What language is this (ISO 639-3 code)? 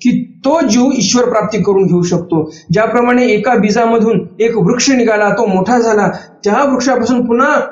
mar